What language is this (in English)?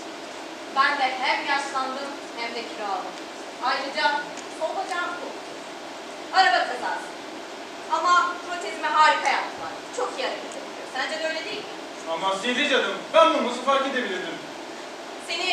Turkish